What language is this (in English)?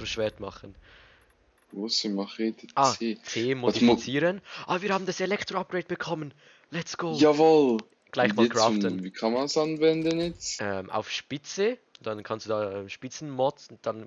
Swiss German